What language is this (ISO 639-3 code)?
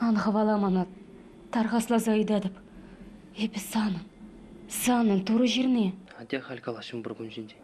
chv